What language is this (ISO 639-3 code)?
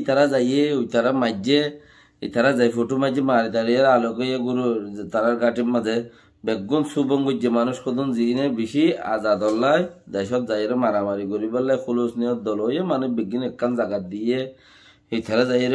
rhg